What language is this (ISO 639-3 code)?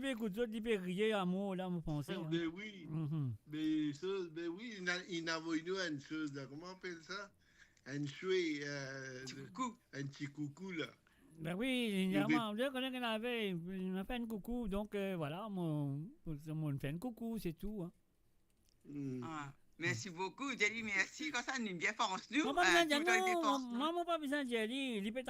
mfe